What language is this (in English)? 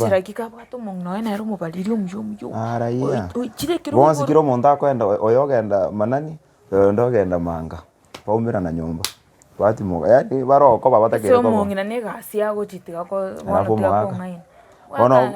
Gusii